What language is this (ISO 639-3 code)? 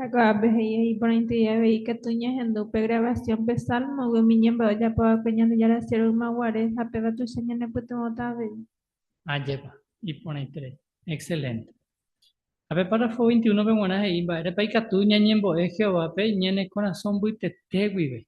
grn